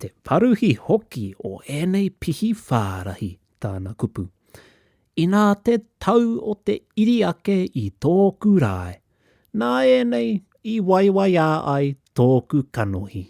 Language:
Māori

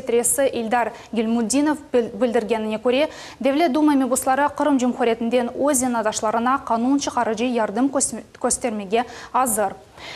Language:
Crimean Tatar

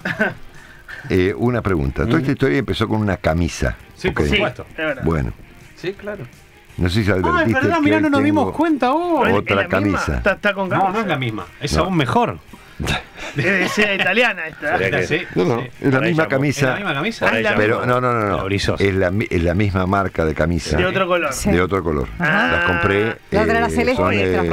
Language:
Spanish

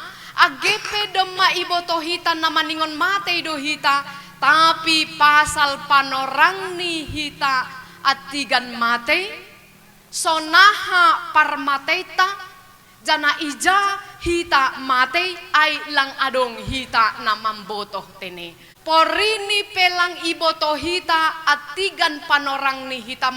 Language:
Batak Simalungun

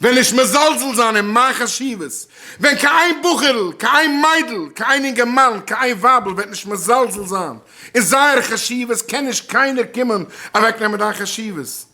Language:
Yiddish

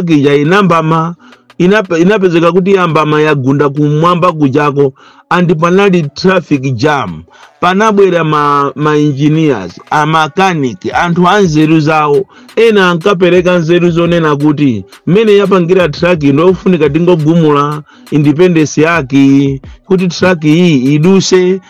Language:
Nyanja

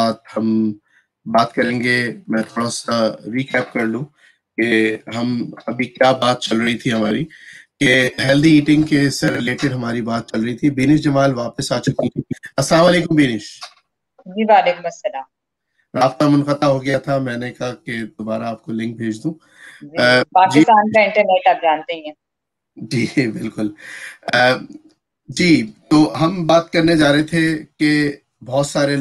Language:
Urdu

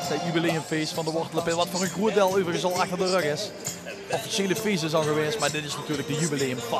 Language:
Limburgish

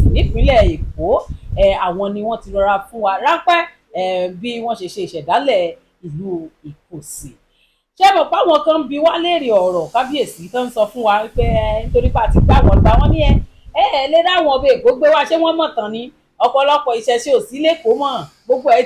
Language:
Yoruba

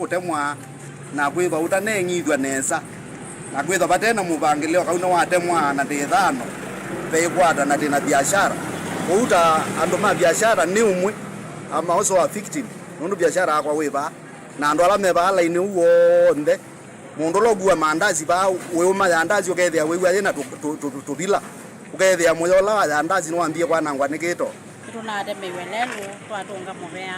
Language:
Kamba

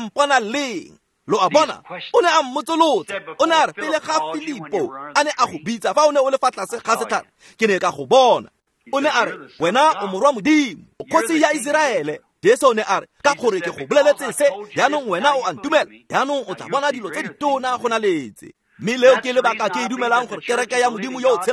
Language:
Tswana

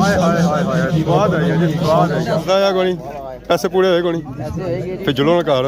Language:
Pahari-Potwari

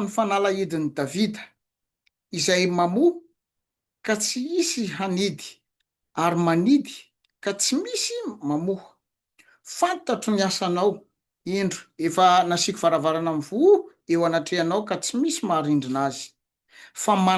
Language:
Malagasy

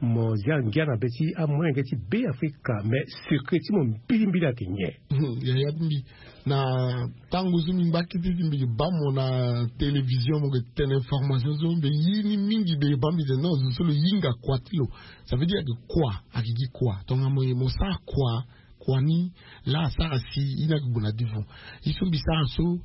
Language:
Sango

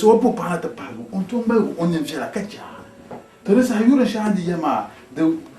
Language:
Dagbani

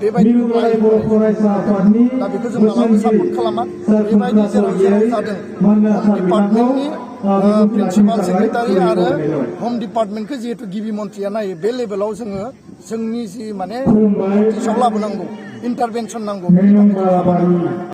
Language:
Bodo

